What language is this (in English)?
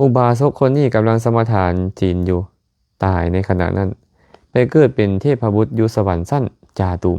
Lao